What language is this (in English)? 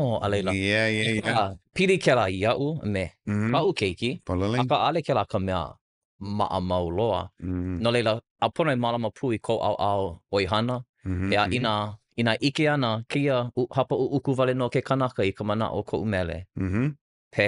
Hawaiian